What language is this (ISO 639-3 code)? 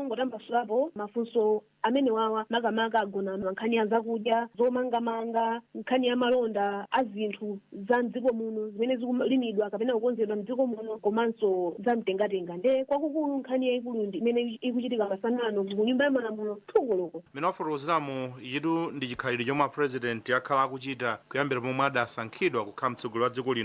nya